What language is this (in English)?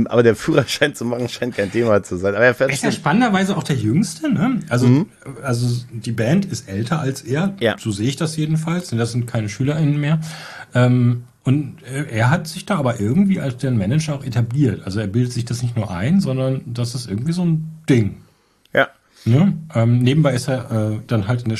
German